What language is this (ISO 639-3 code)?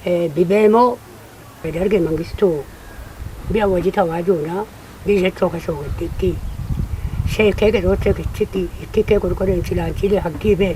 kbr